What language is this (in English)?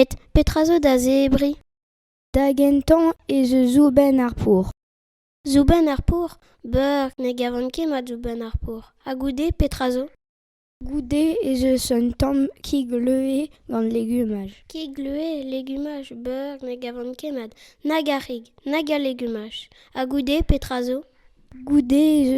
Breton